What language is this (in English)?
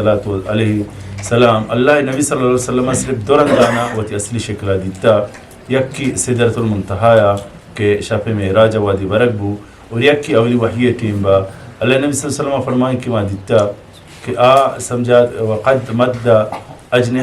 Eastern Balochi